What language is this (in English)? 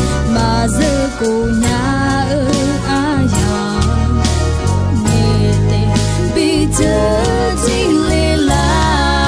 Akha